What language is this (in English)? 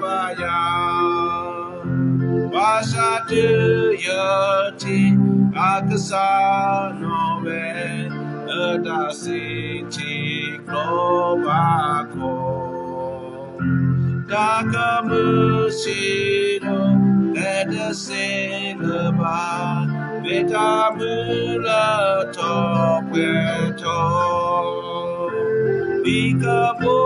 S'gaw Karen